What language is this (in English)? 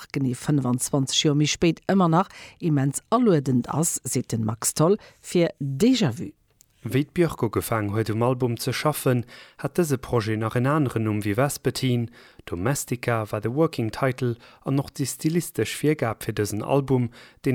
Luxembourgish